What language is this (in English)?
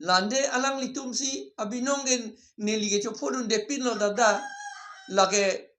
Karbi